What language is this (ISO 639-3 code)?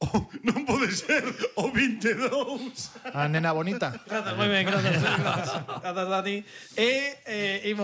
glg